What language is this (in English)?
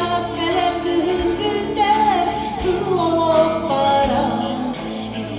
Yakut